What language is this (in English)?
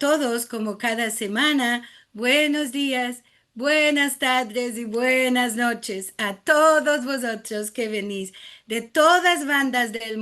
Ladino